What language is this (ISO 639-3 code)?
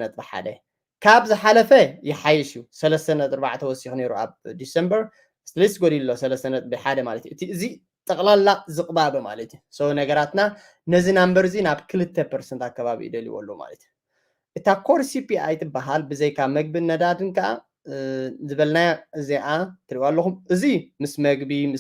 tir